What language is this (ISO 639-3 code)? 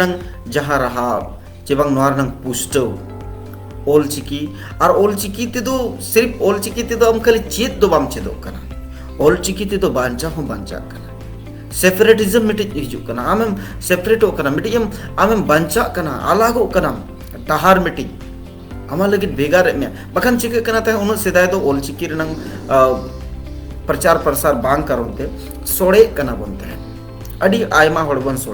sat